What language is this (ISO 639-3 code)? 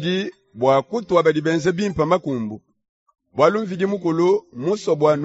lua